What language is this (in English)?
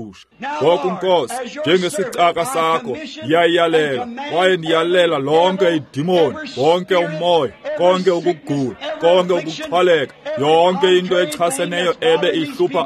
Xhosa